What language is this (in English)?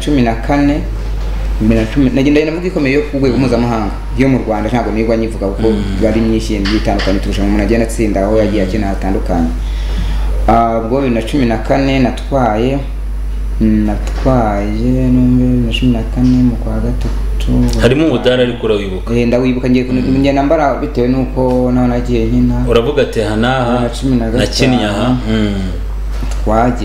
Kinyarwanda